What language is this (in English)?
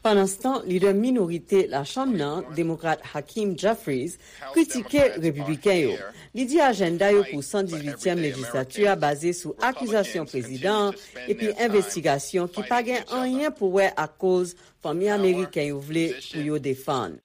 Haitian Creole